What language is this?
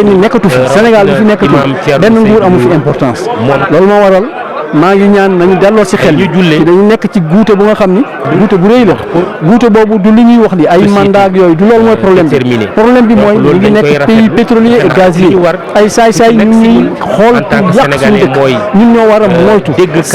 Wolof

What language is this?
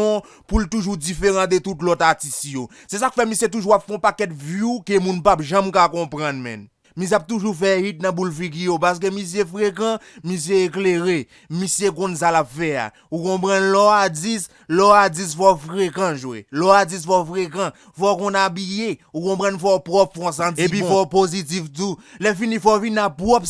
Haitian Creole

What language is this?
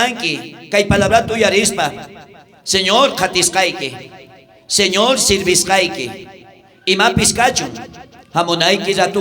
South Bolivian Quechua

